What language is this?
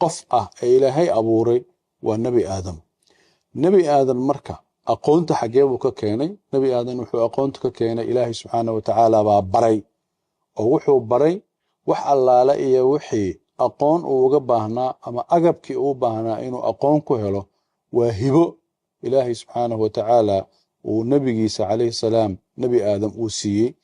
Somali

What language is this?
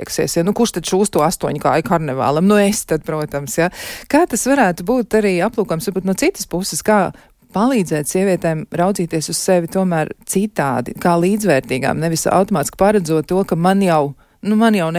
Latvian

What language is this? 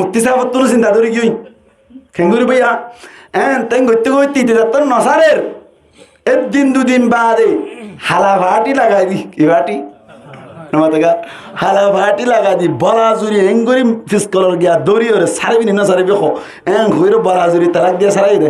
Rohingya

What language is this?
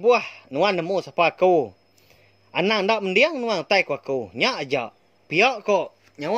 Iban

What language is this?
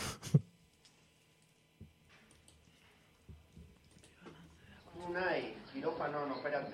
Basque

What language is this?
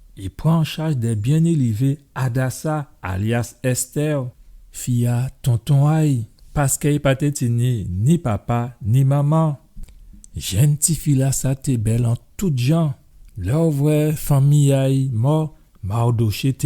Guadeloupean Creole French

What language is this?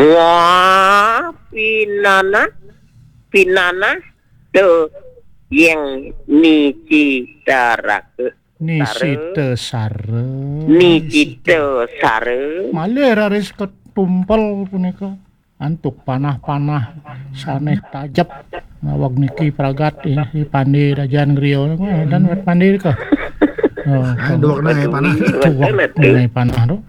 Balinese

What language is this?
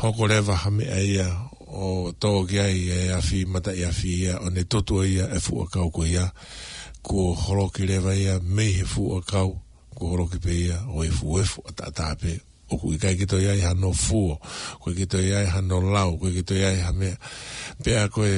Tongan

